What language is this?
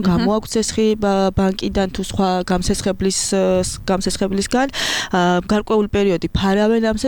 Georgian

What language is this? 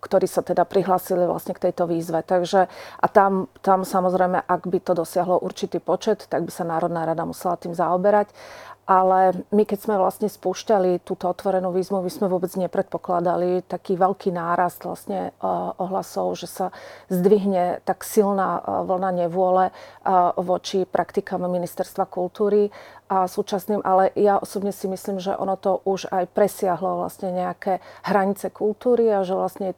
Slovak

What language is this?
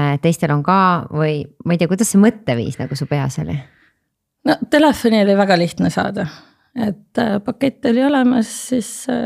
Estonian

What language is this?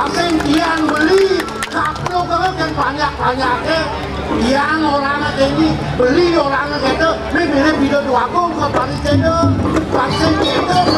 Balinese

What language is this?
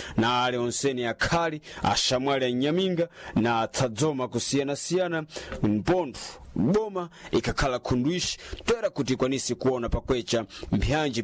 Sena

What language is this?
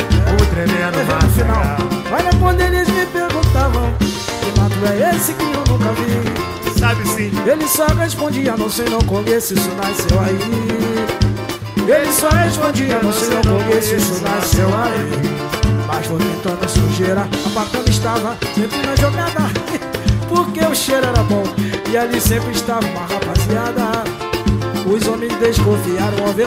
Portuguese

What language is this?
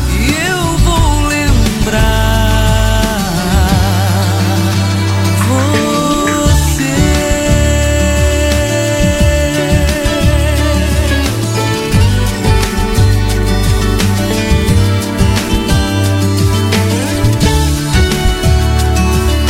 Portuguese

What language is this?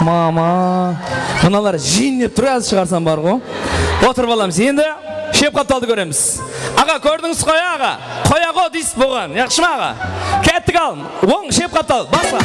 Kara-Kalpak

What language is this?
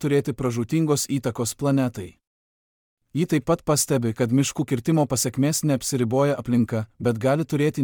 Lithuanian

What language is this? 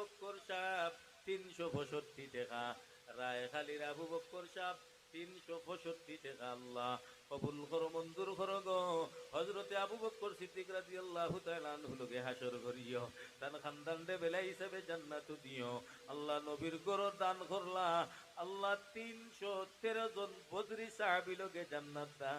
Sylheti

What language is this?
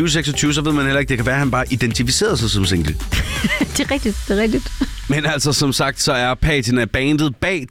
Danish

